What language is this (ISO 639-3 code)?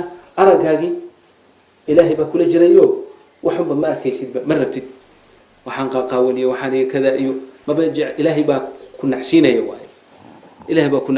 som